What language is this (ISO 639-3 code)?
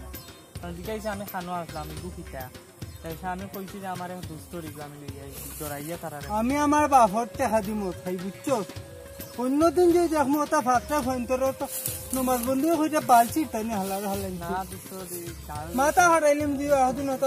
syl